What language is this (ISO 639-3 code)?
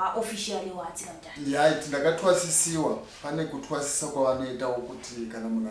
sna